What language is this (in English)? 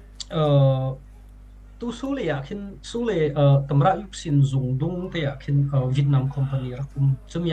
Falam Chin